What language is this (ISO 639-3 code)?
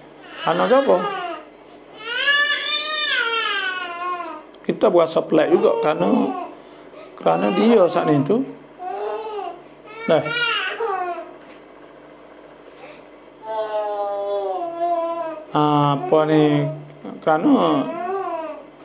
msa